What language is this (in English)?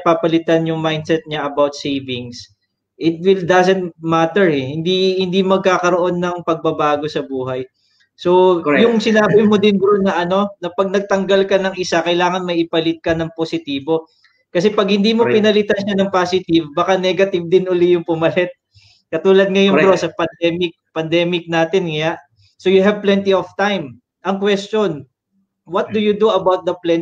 Filipino